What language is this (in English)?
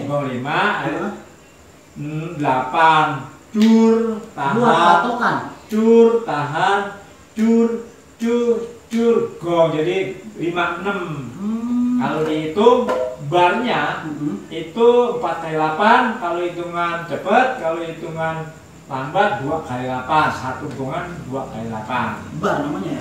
Betawi